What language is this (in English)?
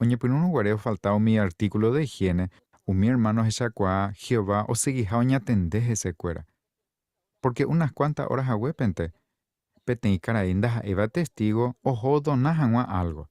Guarani